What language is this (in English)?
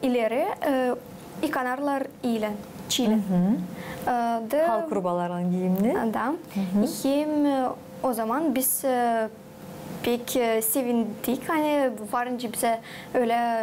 Gagauz